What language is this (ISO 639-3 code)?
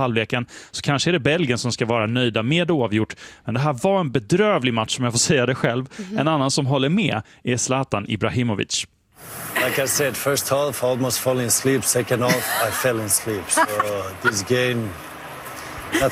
swe